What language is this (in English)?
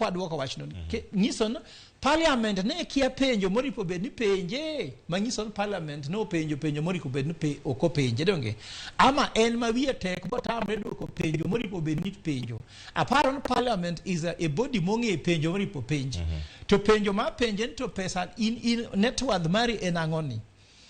Luo (Kenya and Tanzania)